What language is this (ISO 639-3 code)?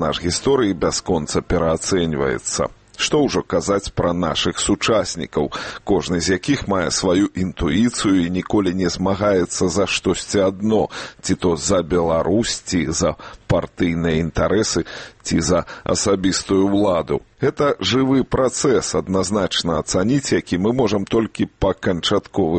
bel